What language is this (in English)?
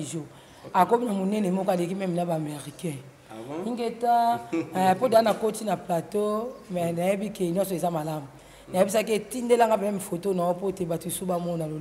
Lingala